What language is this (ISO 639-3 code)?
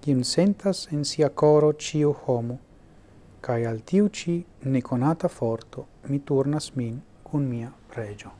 epo